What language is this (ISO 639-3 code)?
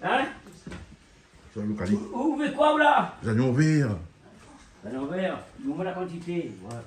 rcf